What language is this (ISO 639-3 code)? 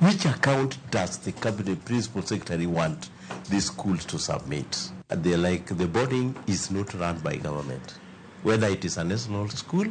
luo